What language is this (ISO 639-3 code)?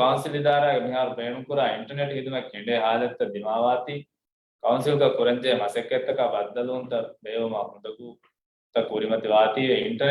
div